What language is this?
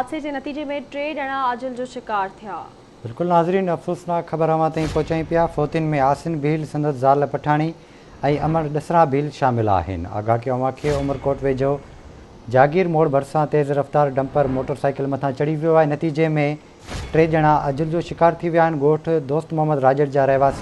Sindhi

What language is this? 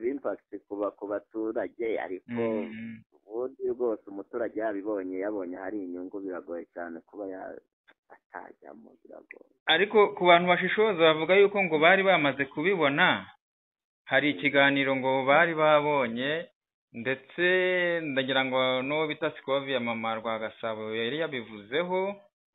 Kinyarwanda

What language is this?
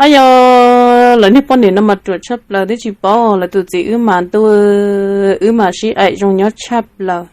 Hmong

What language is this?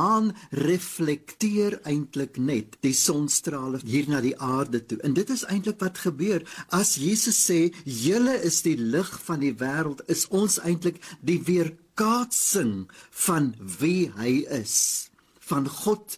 Afrikaans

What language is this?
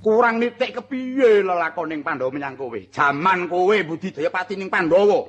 Javanese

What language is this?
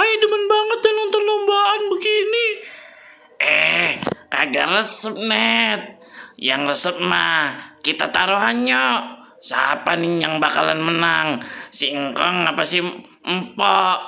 Betawi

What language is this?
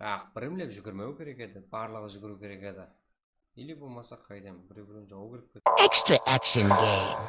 Kara-Kalpak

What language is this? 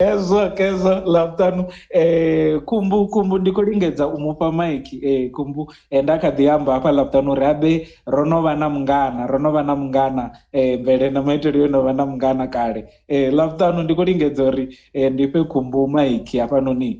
Venda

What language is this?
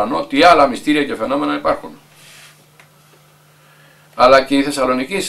Greek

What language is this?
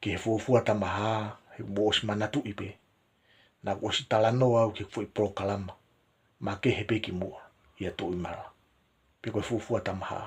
Tongan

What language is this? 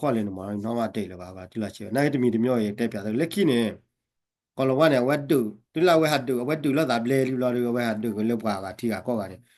S'gaw Karen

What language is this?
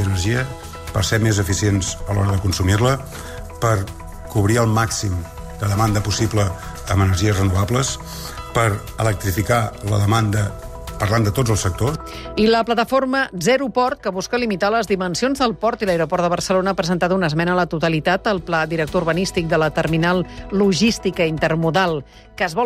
Catalan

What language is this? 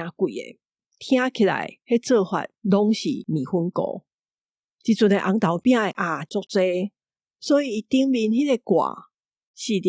Min Nan Chinese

